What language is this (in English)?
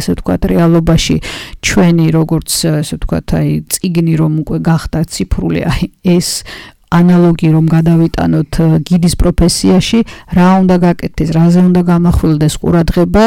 Georgian